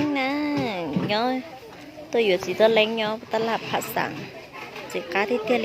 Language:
Hmong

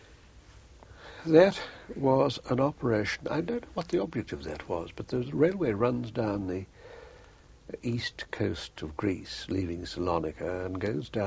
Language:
English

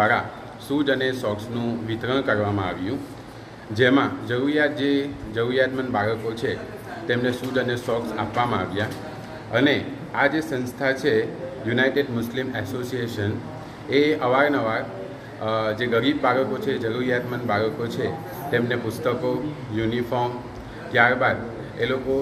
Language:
Gujarati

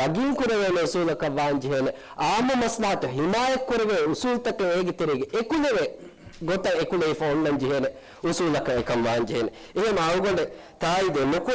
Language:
Divehi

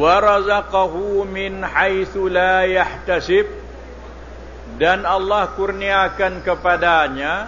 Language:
Malay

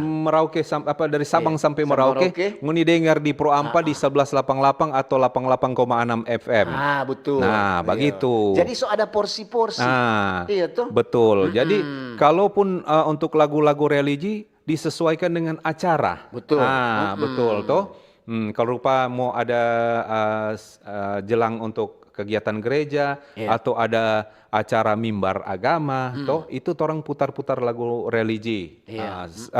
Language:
Manado Malay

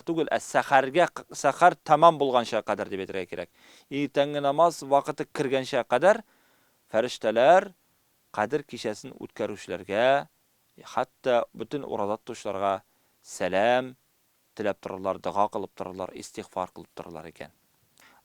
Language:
Tatar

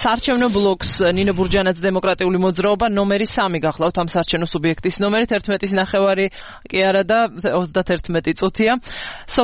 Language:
Georgian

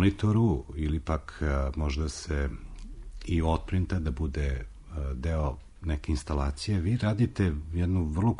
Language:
Serbian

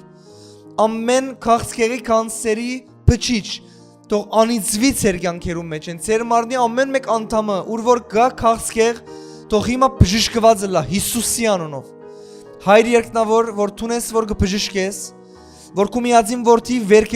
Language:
Western Armenian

